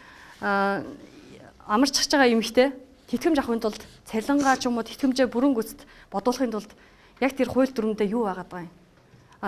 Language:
Mongolian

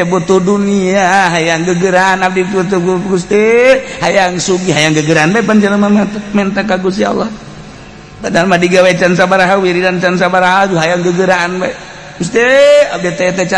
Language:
Sundanese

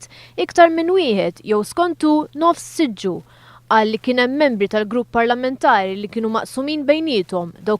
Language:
Maltese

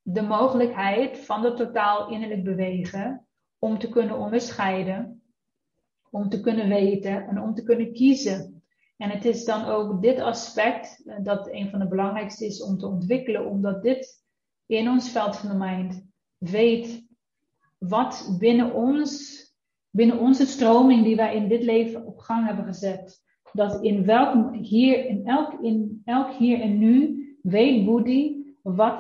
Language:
Dutch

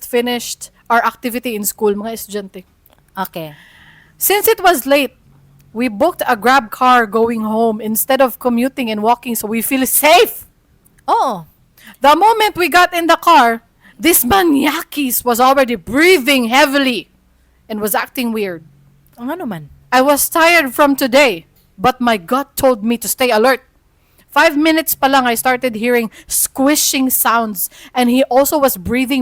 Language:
Cebuano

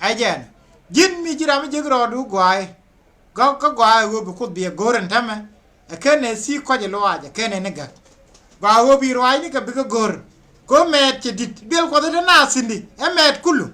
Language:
Nuer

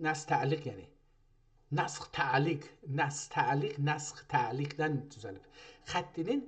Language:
South Azerbaijani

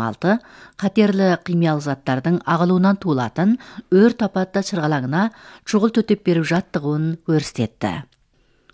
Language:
Kazakh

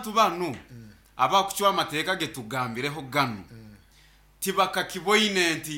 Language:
Nyankole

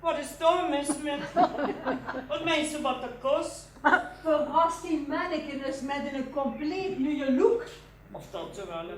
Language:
Limburgish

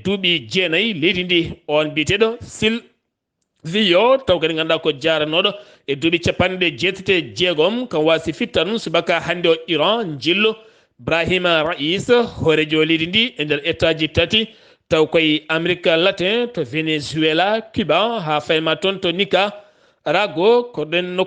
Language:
Fula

